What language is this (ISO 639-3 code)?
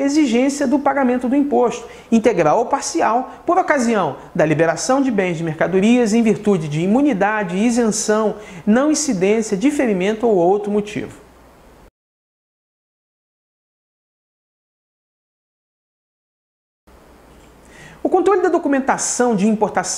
por